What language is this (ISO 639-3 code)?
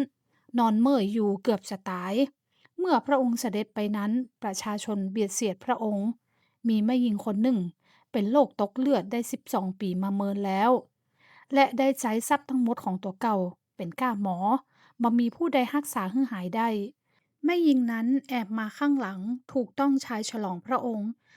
nod